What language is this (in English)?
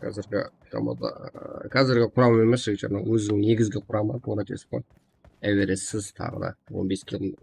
Kara-Kalpak